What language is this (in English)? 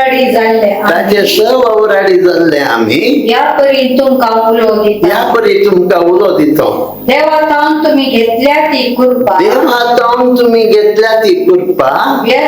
Konkani